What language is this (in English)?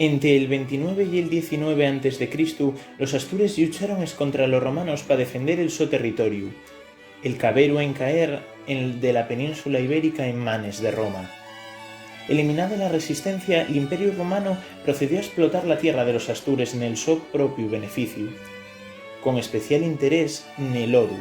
Asturian